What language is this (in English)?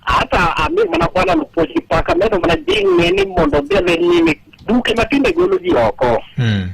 Luo (Kenya and Tanzania)